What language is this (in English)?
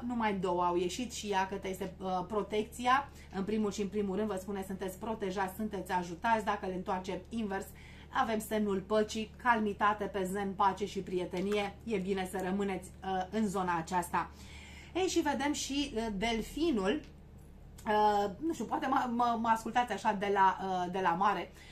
Romanian